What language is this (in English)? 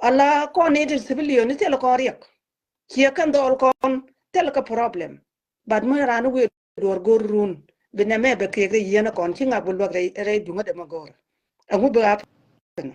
Nuer